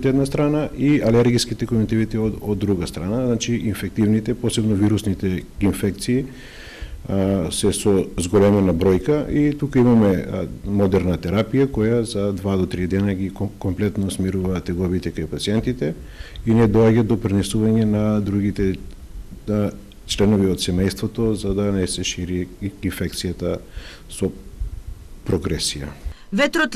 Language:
Macedonian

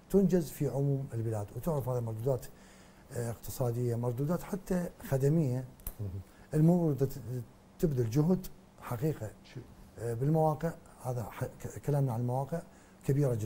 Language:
Arabic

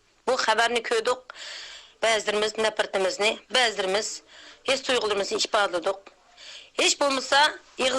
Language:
Uyghur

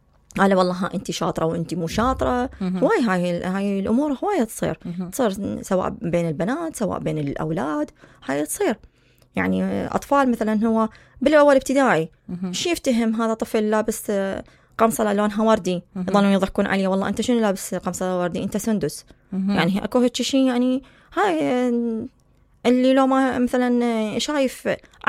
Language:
Mesopotamian Arabic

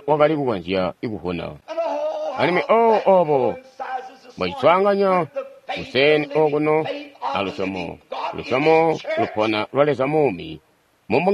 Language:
Tonga (Zambia)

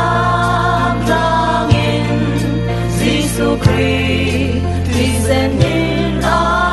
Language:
Falam Chin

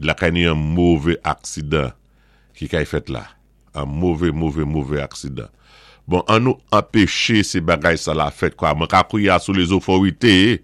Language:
Saint Lucian Creole French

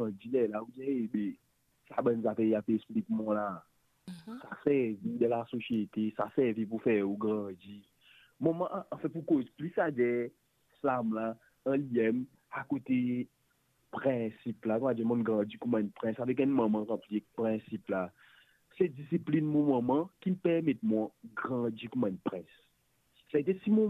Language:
Morisyen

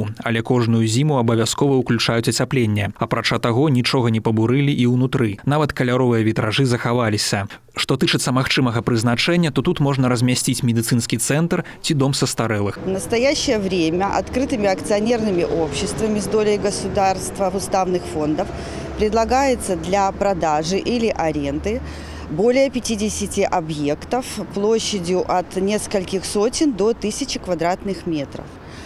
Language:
Belarusian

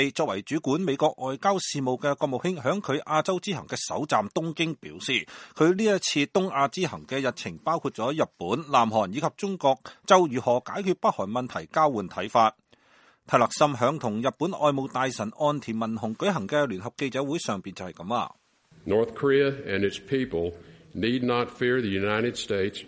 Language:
Cantonese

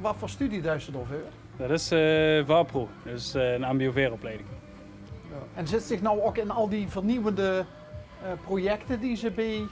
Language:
Limburgish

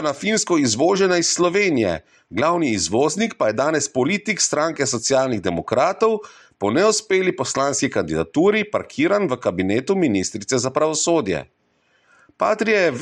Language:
Slovenian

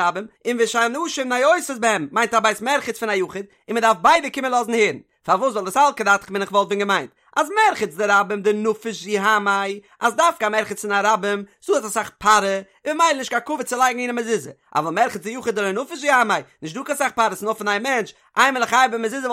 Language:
Yiddish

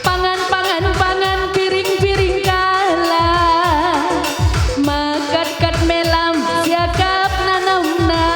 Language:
Batak Karo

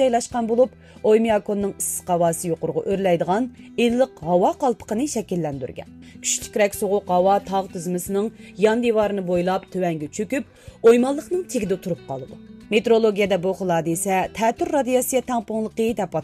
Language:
Uyghur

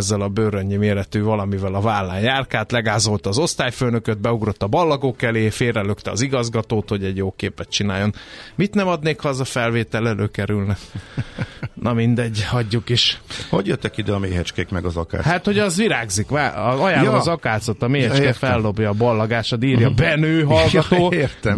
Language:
Hungarian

